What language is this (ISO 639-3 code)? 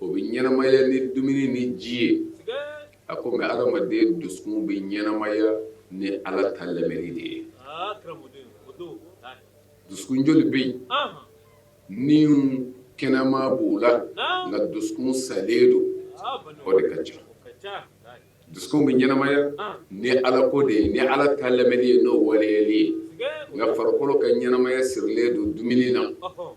bam